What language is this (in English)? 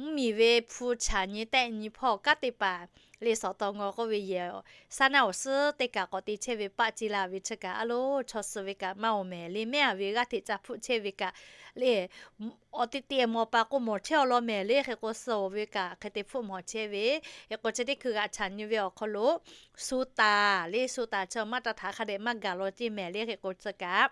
Lahu